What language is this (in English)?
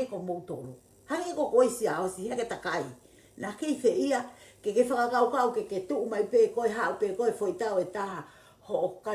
Tongan